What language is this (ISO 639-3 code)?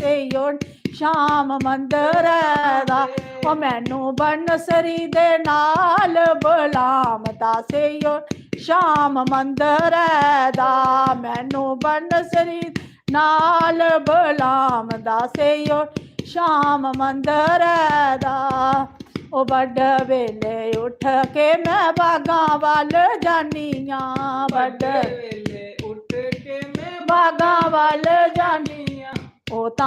doi